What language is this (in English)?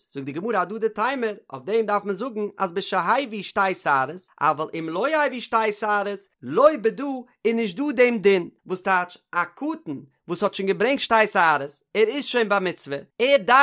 Yiddish